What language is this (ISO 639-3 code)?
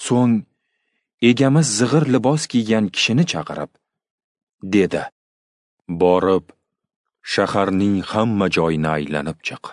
uzb